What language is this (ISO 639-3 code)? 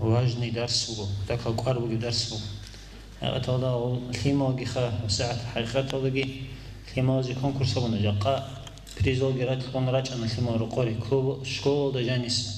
ava